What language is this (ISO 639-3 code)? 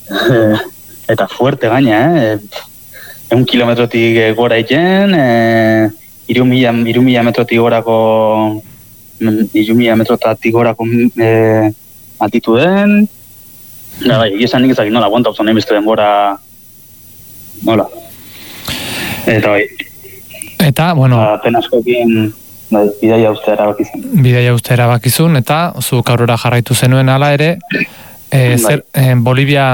eus